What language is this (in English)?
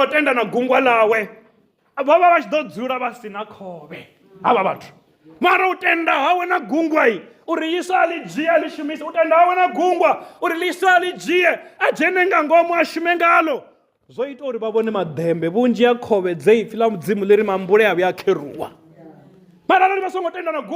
Venda